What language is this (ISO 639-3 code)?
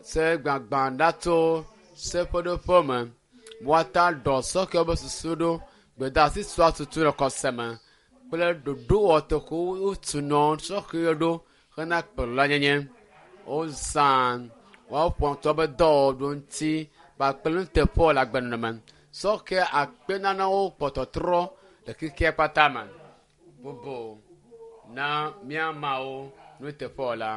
ewe